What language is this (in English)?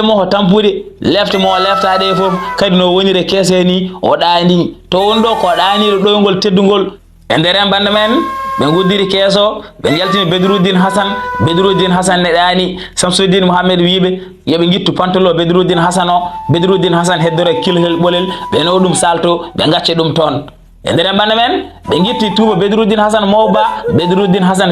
Fula